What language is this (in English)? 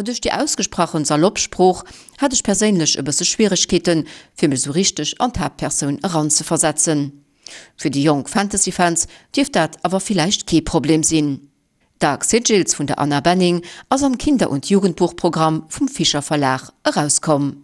Luxembourgish